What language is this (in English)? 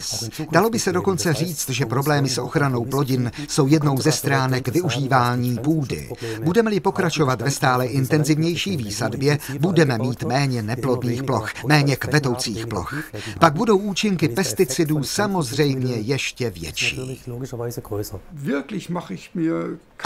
Czech